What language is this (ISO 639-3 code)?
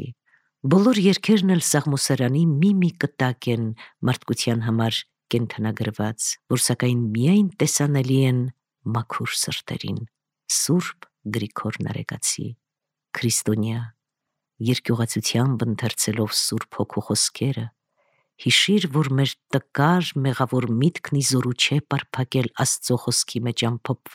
hye